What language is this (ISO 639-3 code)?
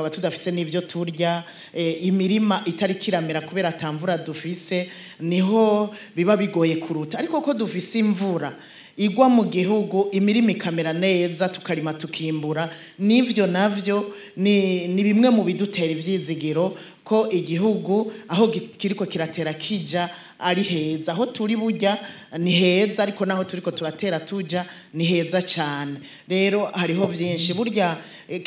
run